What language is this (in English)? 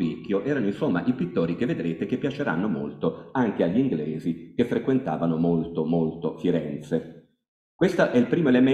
Italian